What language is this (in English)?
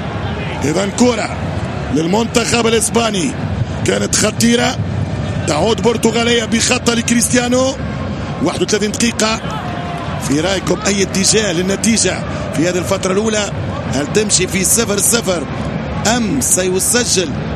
Arabic